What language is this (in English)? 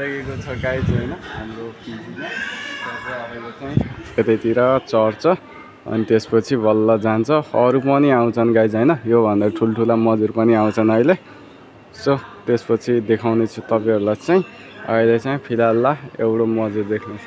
Nepali